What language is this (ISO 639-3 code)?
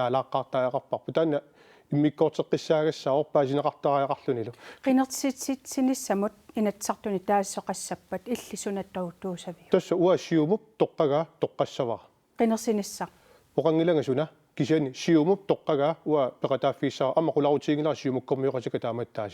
kal